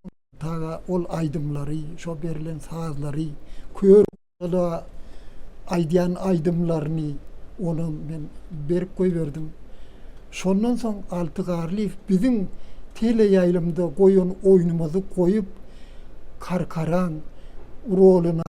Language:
Turkmen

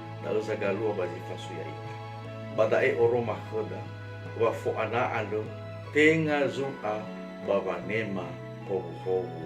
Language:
Nias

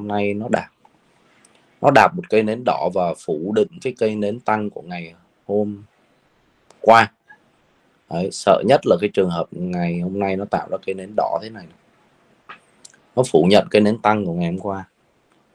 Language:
Vietnamese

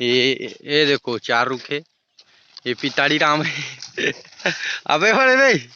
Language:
Chhattisgarhi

